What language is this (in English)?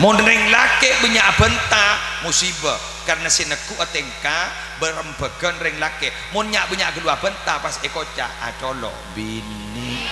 Madurese